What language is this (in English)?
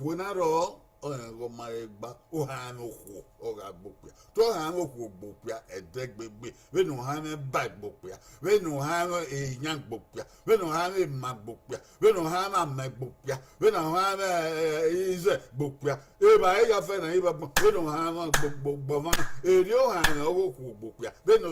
Bini